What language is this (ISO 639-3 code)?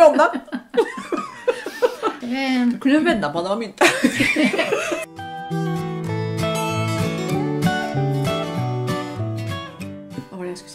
nor